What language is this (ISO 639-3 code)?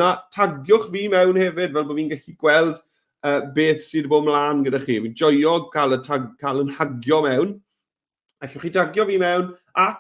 cym